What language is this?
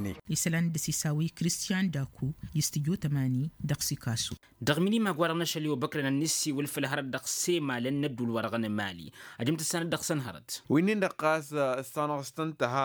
Tamasheq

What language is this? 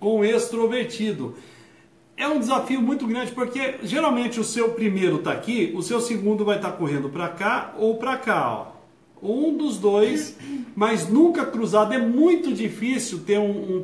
Portuguese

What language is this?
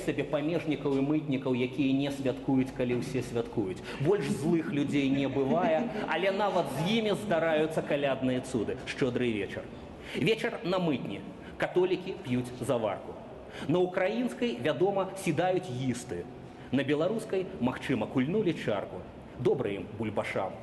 Belarusian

